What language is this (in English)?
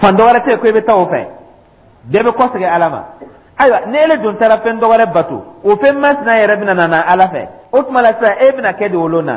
Dyula